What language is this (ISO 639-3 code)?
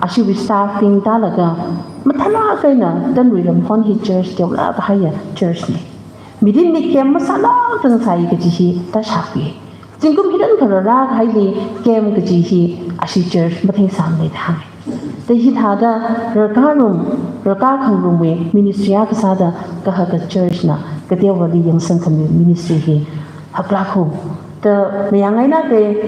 nmf